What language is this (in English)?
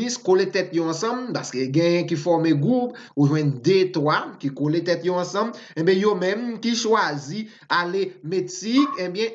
Haitian Creole